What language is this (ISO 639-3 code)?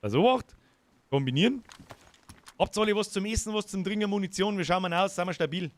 bar